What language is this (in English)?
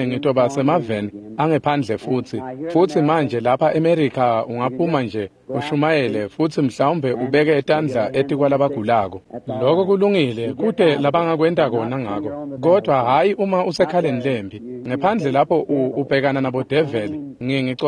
Swati